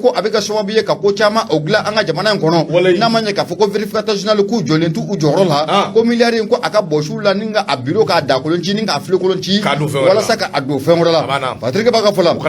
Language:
Bambara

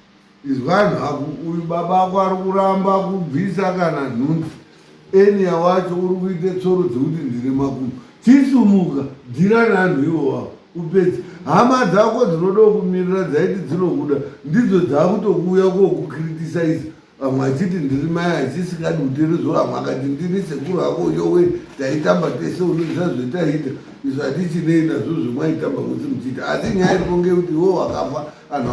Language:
Shona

